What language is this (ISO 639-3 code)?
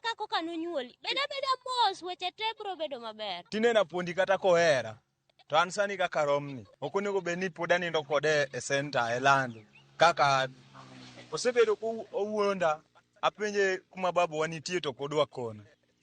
luo